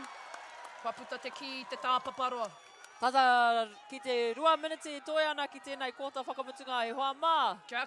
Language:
Māori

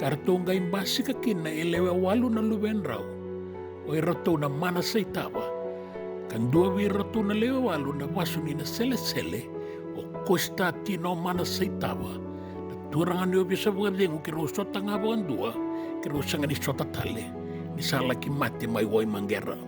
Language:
Fijian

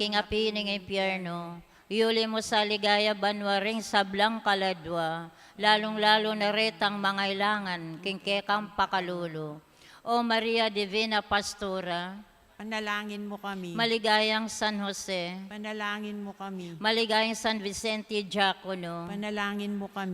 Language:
Pampanga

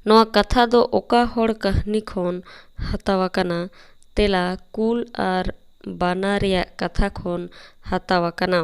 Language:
Santali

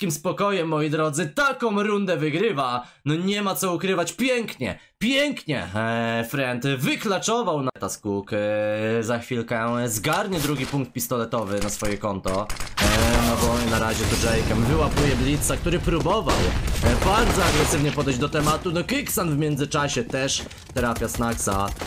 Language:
Polish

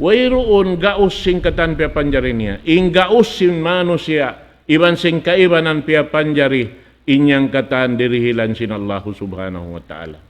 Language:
Tausug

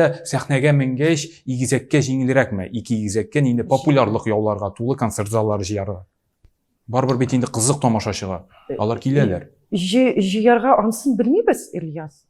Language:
Tatar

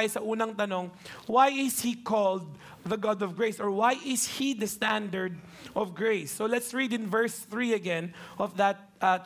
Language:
Filipino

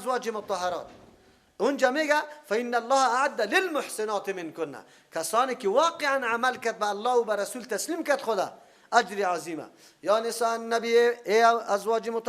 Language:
Persian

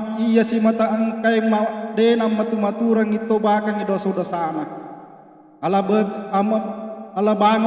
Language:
Buginese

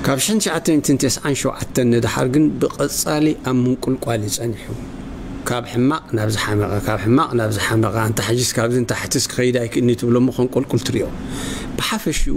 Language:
Tigrinya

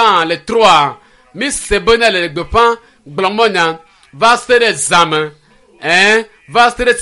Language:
Ewe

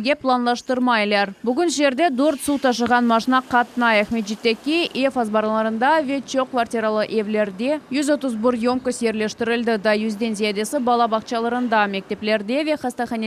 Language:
Crimean Tatar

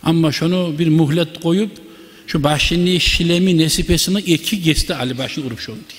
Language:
Kumyk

